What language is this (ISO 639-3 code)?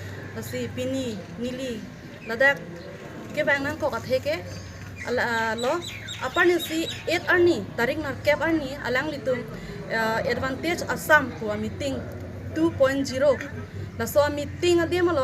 mjw